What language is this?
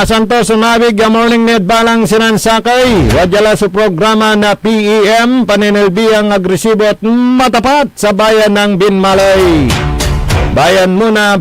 Pangasinan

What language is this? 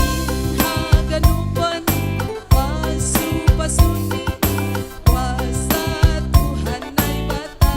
Batak Simalungun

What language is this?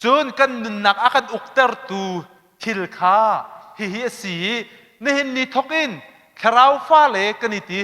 Hakha Chin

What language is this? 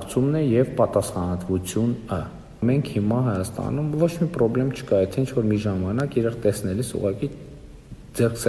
Armenian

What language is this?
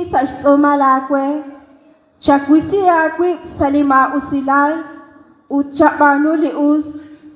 Kekchí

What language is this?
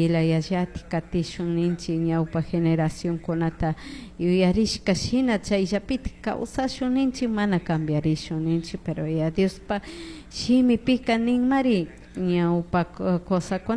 Chimborazo Highland Quichua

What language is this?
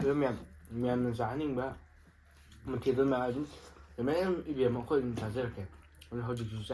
Manipuri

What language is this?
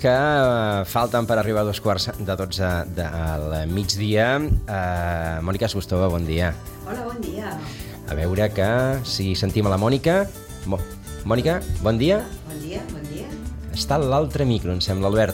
Catalan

